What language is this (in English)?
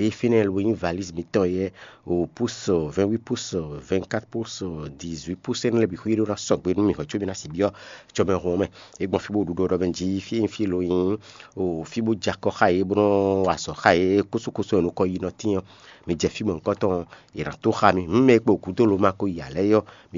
Fon